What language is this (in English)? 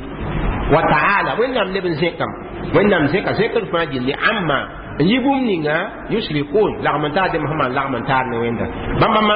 Mossi